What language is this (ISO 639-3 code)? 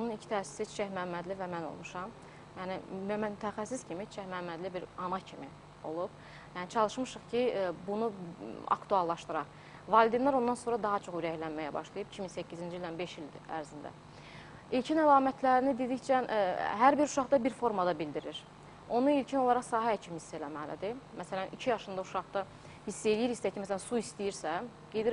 aze